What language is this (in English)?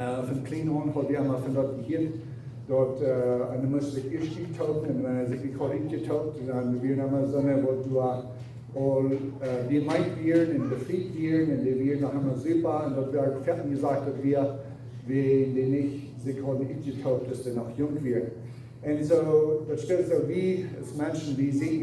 Plautdietsch